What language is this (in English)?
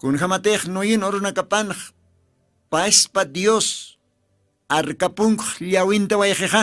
Aymara